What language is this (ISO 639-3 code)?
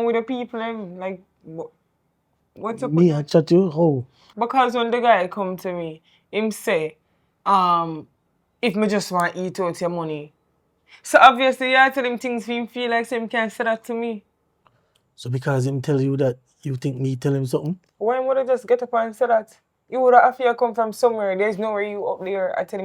jam